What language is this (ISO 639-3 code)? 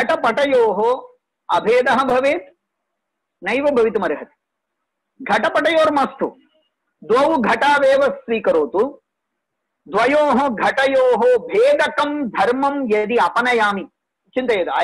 san